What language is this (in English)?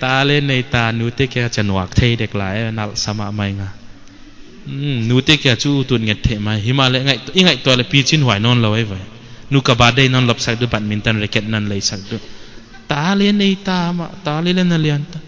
Paite Chin